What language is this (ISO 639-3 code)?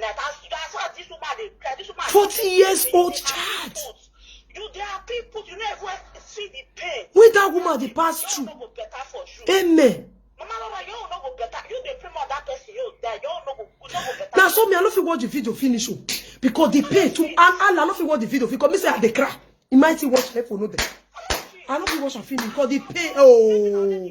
pcm